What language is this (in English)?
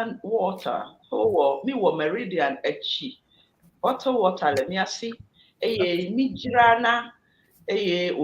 Ewe